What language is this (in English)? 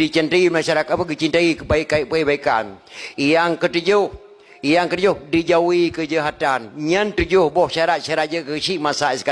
Achinese